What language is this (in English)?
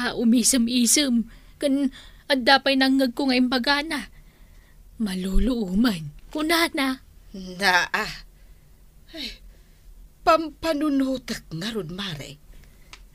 Iloko